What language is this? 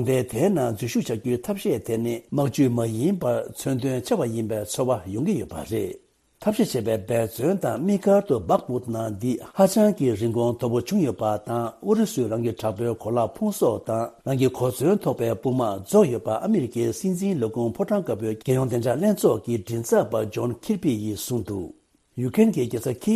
Tibetan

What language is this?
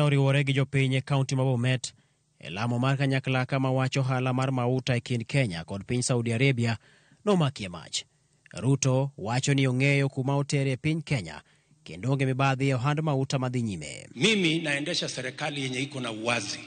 Luo (Kenya and Tanzania)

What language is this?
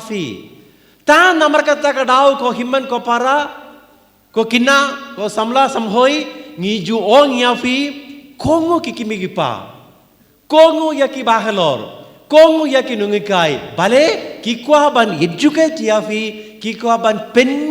Khasi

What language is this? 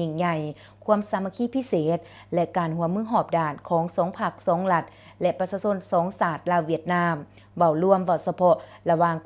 Lao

